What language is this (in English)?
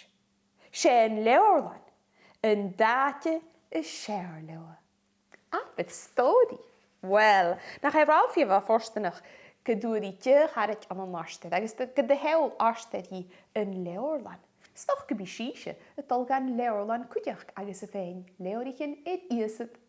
Scottish Gaelic